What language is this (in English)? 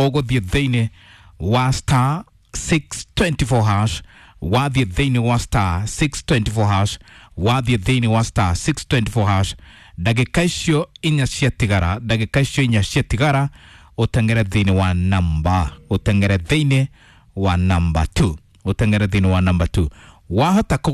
Kikuyu